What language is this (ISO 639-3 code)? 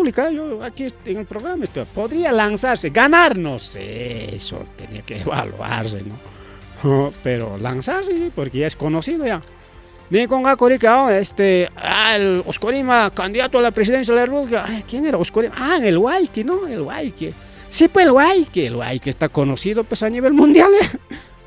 quy